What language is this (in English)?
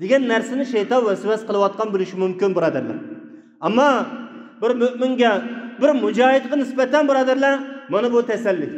Uyghur